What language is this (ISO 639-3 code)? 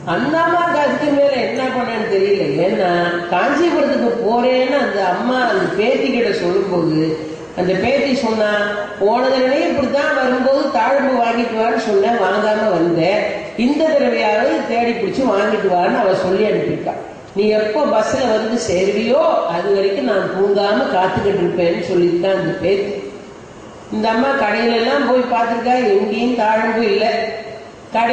tam